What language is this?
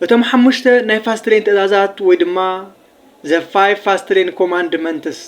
Tigrinya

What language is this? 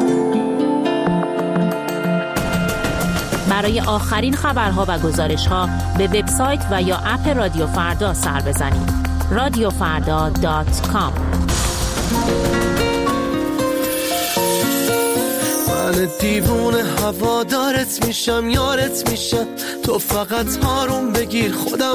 Persian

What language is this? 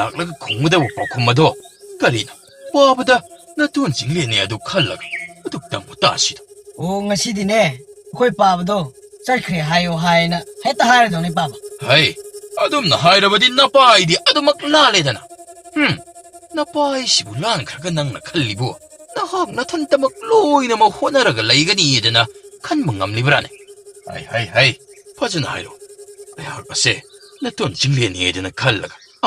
Manipuri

